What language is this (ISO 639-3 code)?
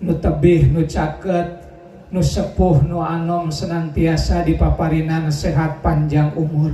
sun